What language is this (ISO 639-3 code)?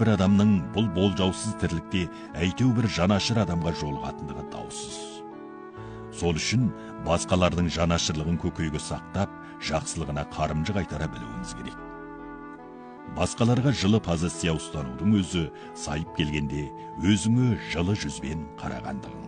kaz